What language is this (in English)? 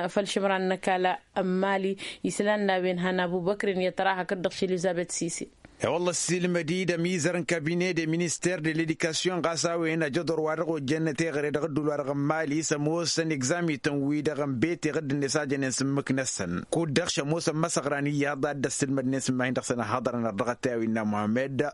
Tamasheq